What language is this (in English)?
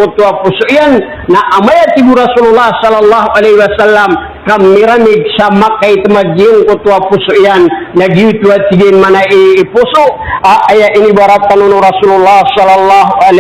Maranao